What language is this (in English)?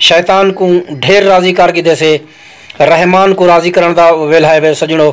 Saraiki